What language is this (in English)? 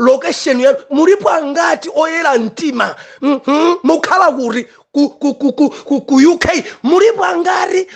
Nyanja